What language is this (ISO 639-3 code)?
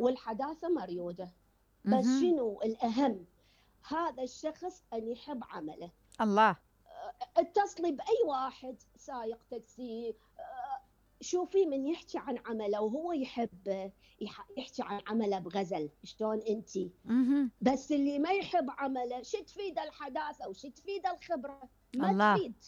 acm